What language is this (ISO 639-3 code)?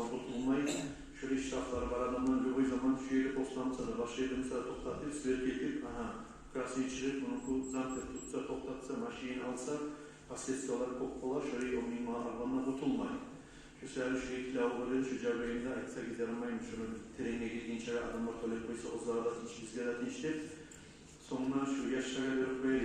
kum